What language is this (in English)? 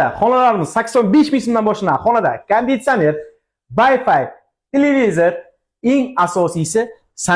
Uzbek